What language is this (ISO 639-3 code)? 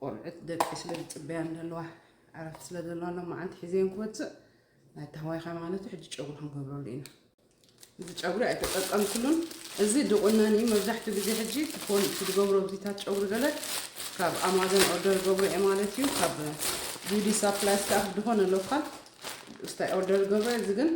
tir